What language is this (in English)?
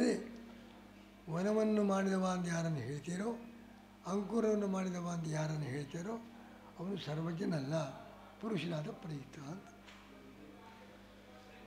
Kannada